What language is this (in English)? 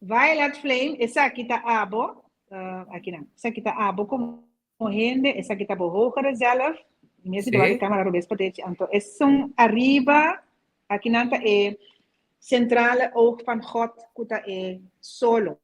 Papiamento